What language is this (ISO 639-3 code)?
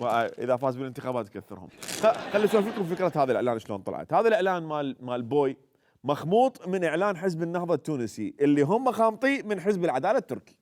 acm